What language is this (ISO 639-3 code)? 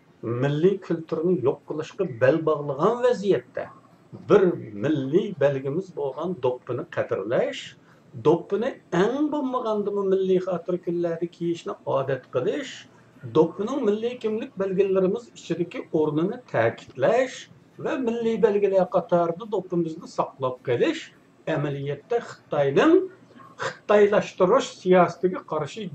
uig